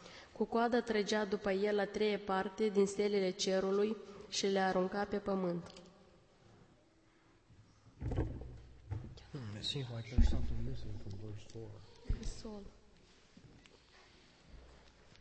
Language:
Romanian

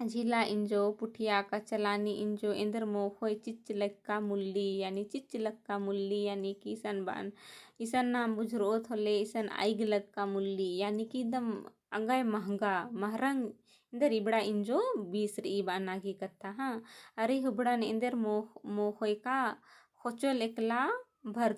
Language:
Kurukh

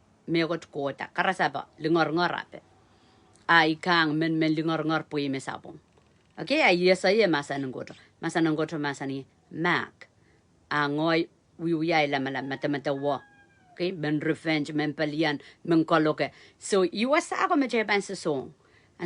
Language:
Pohnpeian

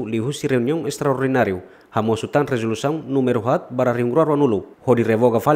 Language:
Tetum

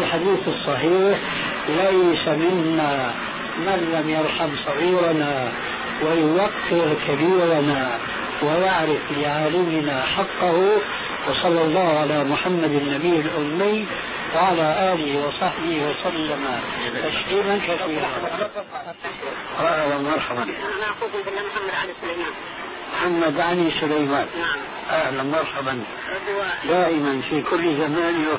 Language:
Arabic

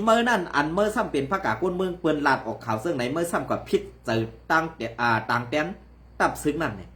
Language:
Shan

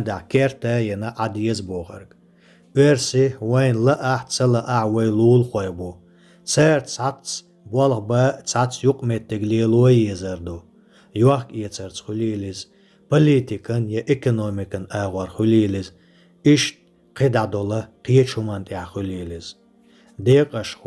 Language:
Chechen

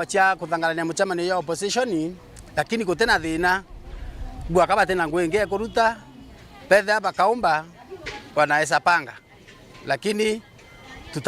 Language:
Meru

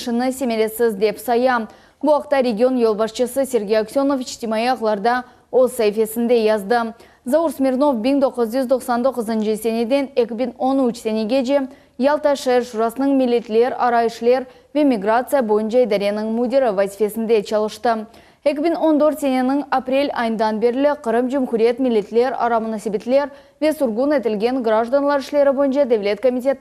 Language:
Crimean Tatar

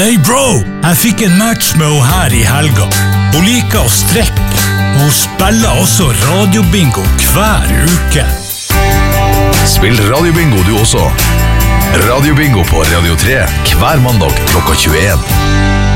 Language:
Norwegian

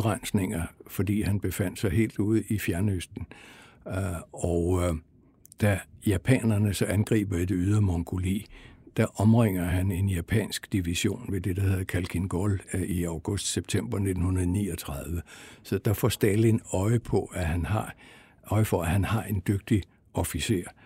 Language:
Danish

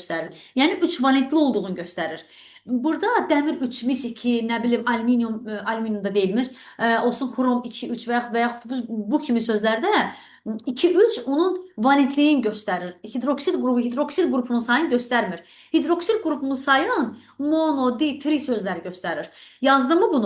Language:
Azerbaijani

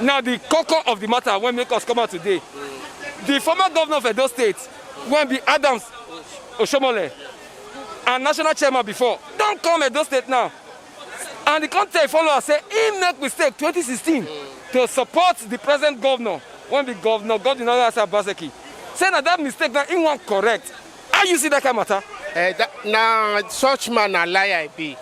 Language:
Nigerian Pidgin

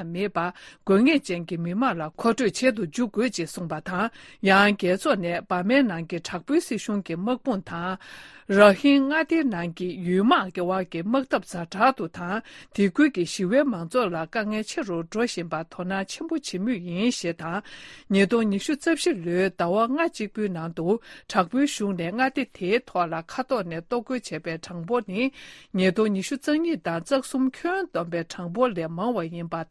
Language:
Tibetan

